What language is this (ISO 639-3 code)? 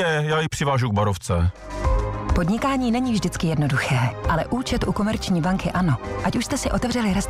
ces